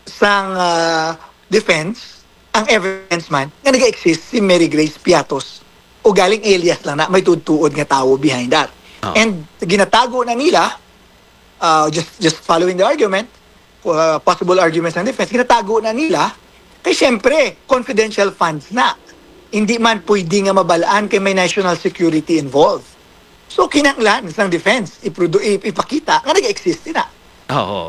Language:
Hiligaynon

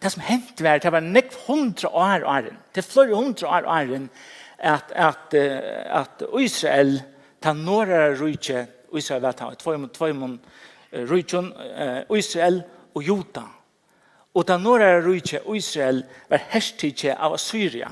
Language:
Faroese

